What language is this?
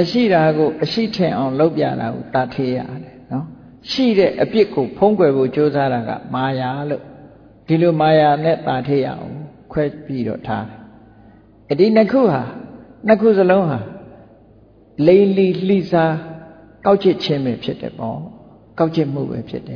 Burmese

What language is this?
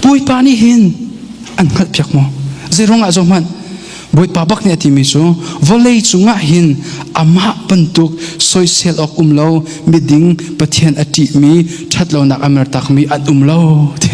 Hakha Chin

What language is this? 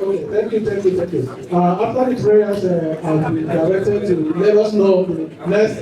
Igbo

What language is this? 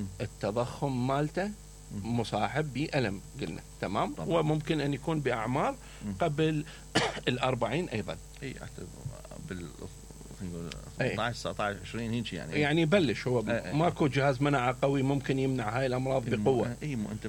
Mesopotamian Arabic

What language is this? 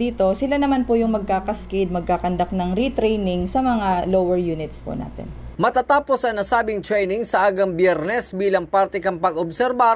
Bikol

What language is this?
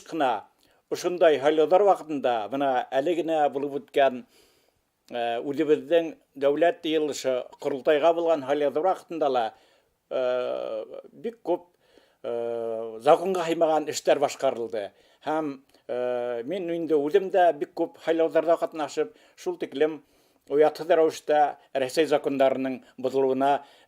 Bashkir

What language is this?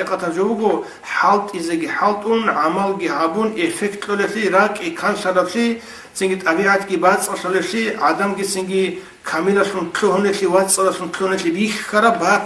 Avaric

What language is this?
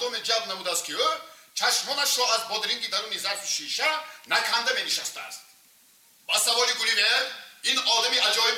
Tajik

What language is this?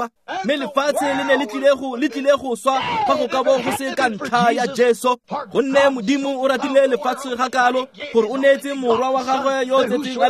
Tswana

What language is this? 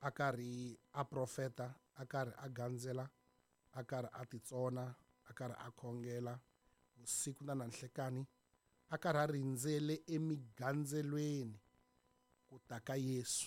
Tsonga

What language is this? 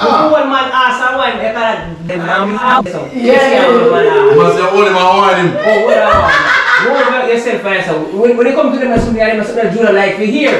Jamaican Creole English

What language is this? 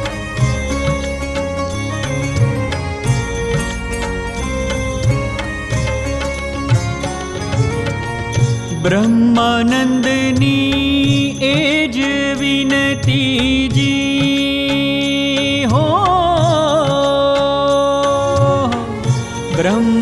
Gujarati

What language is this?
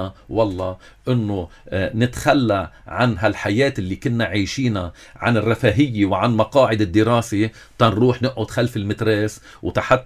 North Levantine Arabic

